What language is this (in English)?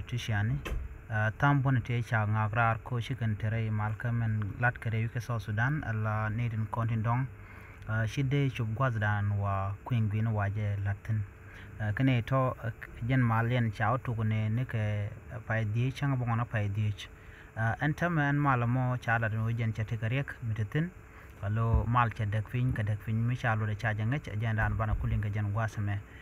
Nuer